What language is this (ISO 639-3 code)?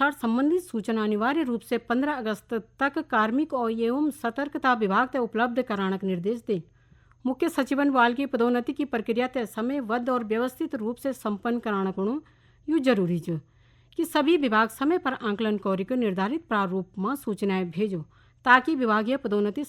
gbm